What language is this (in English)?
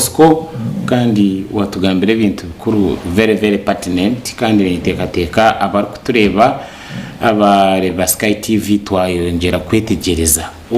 Nyankole